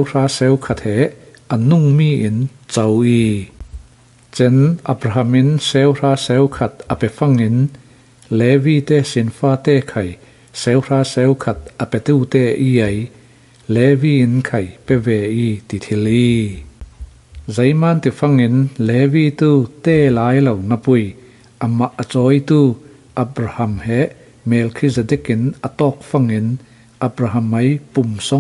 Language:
Falam Chin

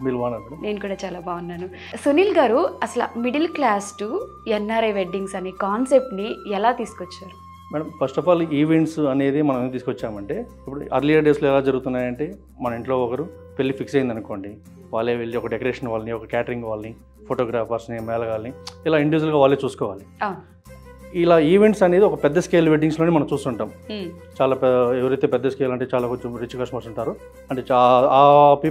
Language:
Telugu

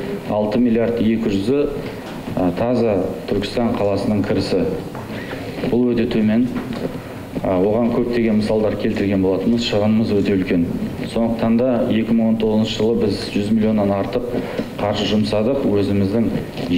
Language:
Kazakh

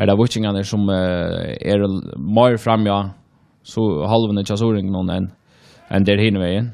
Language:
Faroese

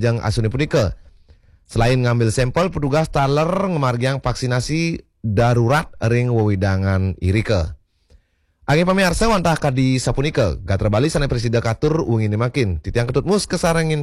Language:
Balinese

